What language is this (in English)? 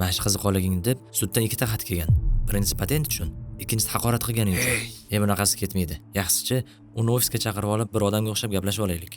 Uzbek